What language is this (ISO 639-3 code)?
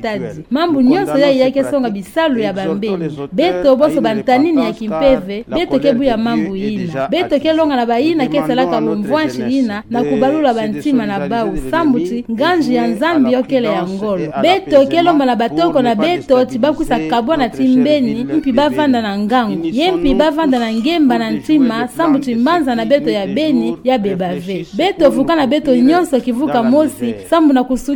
ktu